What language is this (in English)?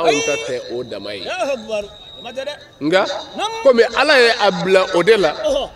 Bambara